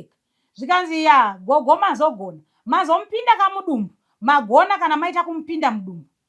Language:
Shona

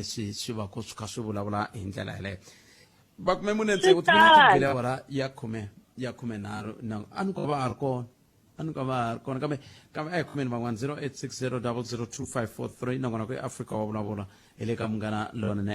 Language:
Tsonga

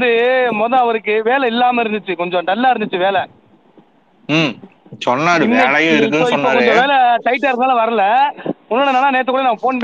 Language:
Tamil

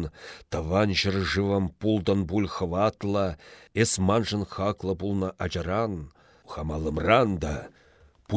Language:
Chuvash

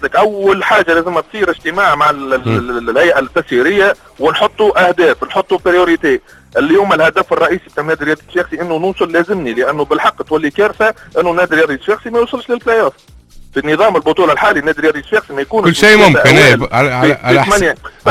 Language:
Tunisian Arabic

